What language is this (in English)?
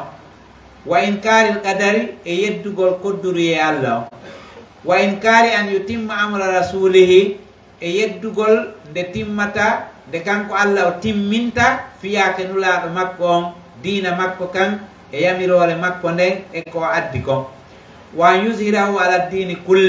Pular